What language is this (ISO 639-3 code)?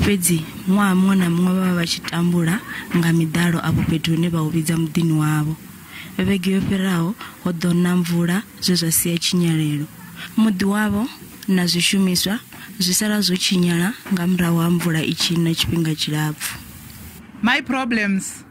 ven